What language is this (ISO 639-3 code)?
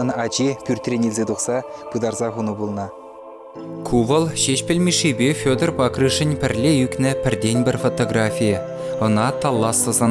chv